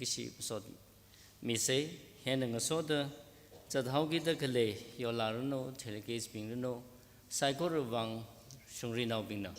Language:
Tangkhul Naga (India)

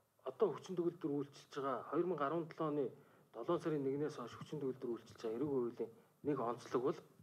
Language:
Mongolian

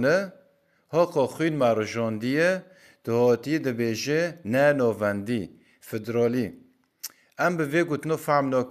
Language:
Kurdish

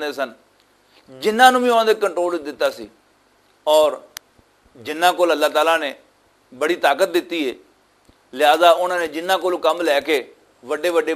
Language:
Western Panjabi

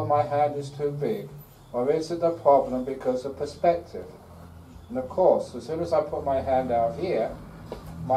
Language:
English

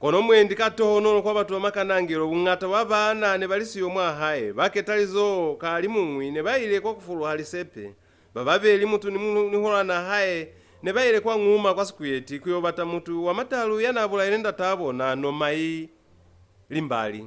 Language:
Lozi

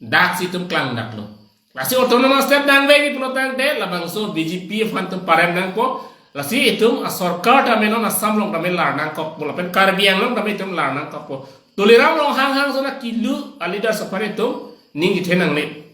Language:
Karbi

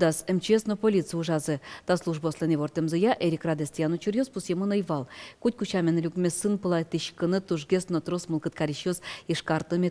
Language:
Udmurt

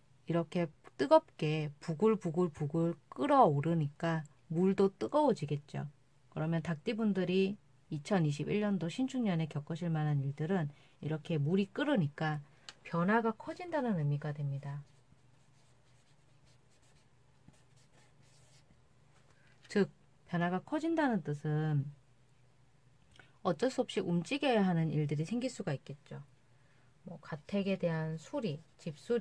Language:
Korean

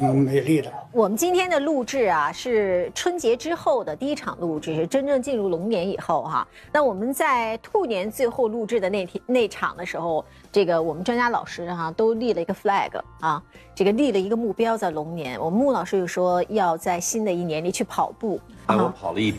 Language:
Chinese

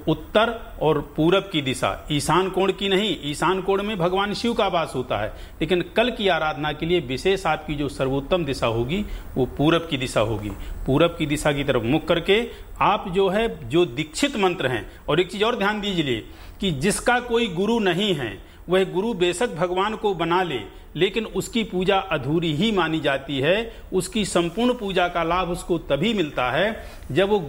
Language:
Hindi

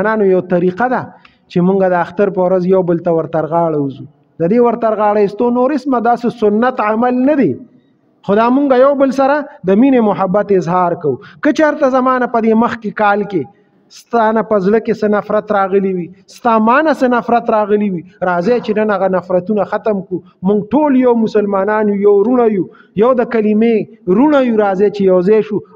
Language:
Pashto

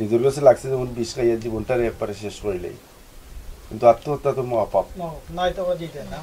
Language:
Sylheti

